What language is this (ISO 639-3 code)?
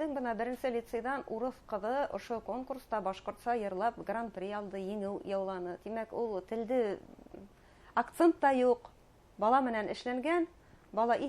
bak